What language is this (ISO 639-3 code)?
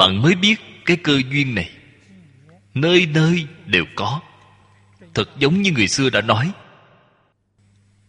vie